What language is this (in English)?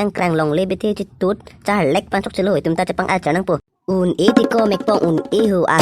Karbi